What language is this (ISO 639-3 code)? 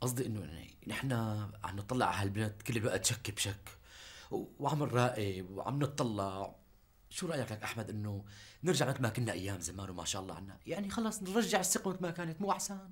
apc